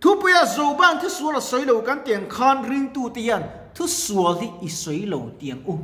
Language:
Mizo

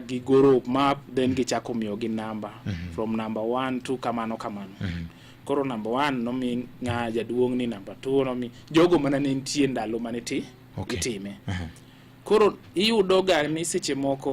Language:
Luo (Kenya and Tanzania)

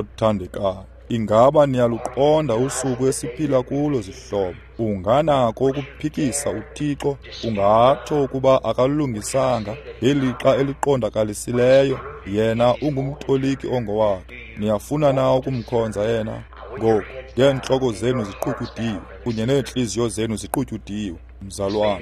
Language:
Xhosa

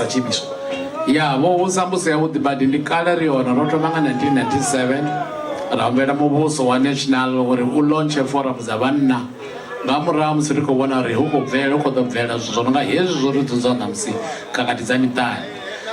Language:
Venda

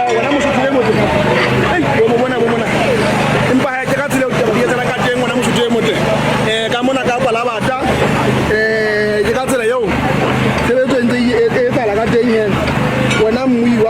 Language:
Southern Sotho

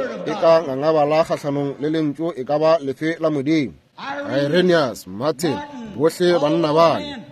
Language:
Northern Sotho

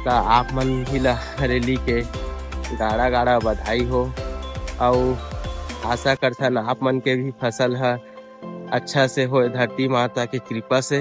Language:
Chhattisgarhi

